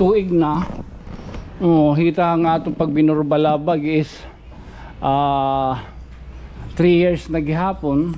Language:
Waray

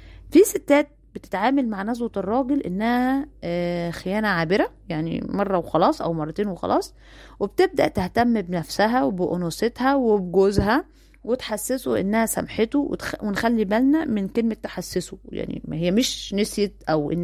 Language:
Egyptian Arabic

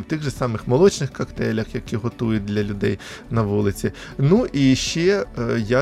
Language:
Ukrainian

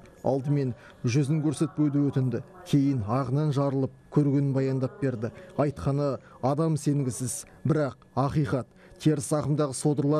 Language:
Kazakh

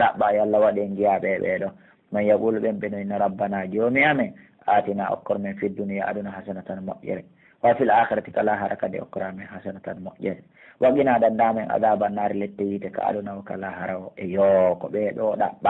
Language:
Pular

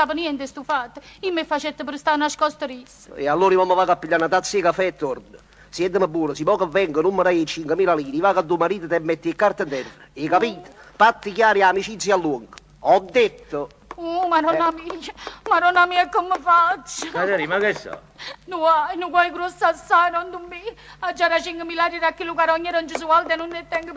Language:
Neapolitan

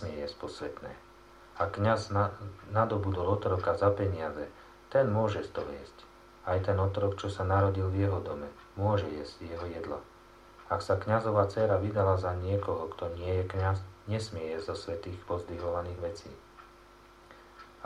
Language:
Slovak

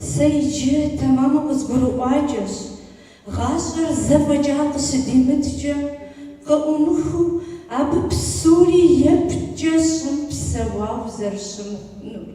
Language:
Kabardian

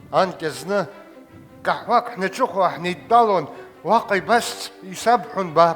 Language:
Abkhazian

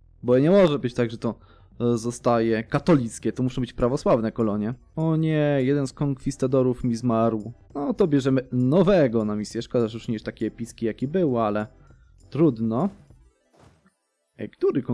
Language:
Polish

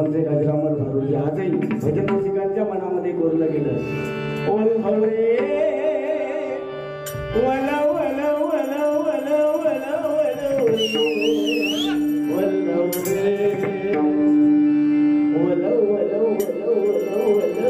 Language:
Marathi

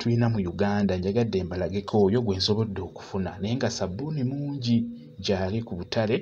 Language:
Ganda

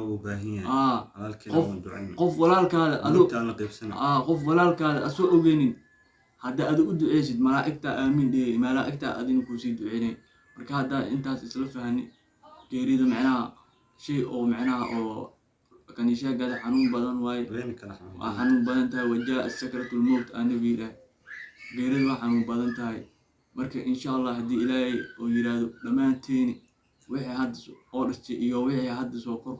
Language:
Somali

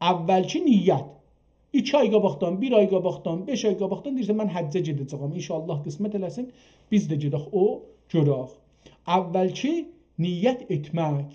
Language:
South Azerbaijani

